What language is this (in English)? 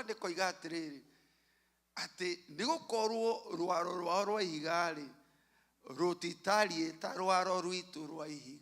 Kikuyu